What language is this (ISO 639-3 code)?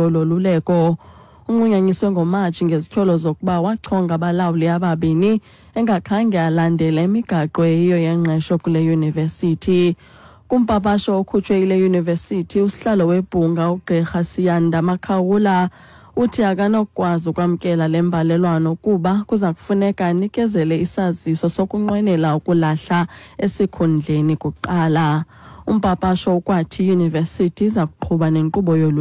xho